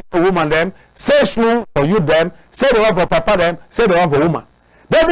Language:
Cameroon Pidgin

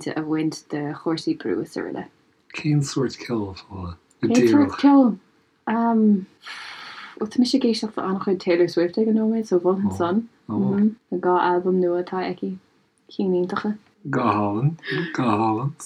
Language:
Irish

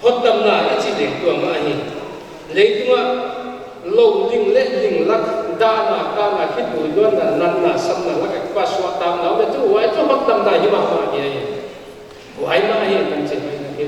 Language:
Paite Chin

